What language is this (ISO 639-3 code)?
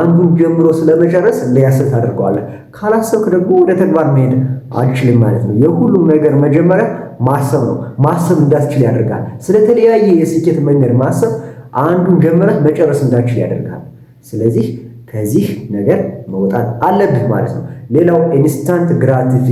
amh